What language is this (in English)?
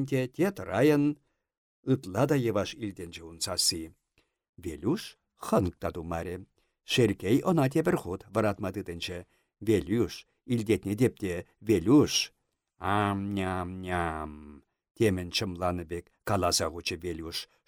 Chuvash